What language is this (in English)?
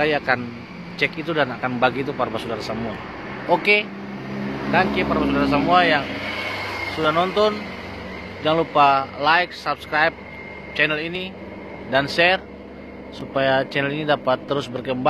Ambonese Malay